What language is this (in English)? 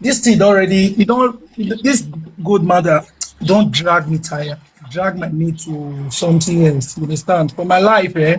Nigerian Pidgin